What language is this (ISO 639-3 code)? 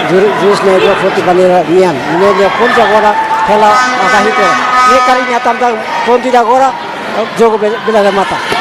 tet